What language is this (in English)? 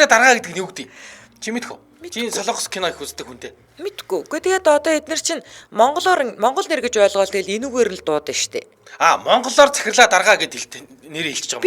Mongolian